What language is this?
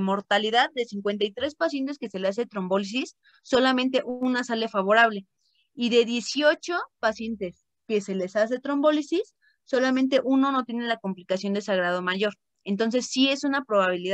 Spanish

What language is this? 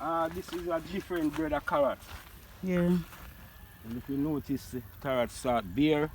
Jamaican Creole English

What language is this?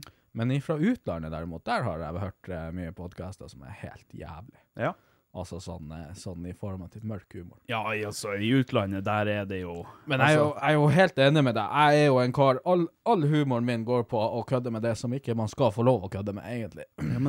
Norwegian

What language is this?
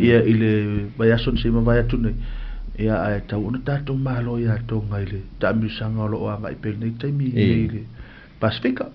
Samoan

